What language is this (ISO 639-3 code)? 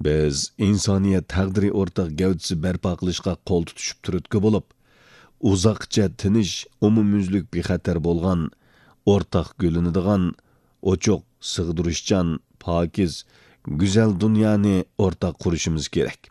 uig